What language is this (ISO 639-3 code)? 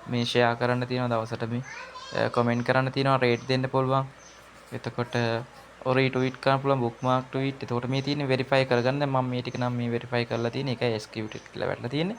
sin